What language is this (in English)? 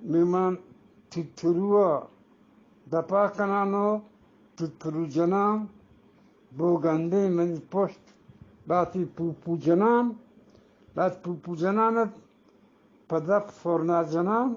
Eastern Balochi